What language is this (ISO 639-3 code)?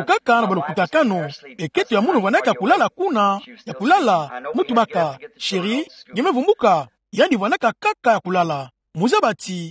ktu